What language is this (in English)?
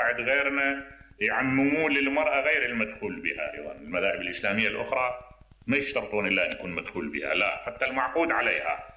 Mesopotamian Arabic